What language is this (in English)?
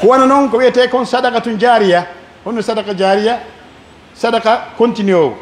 Pular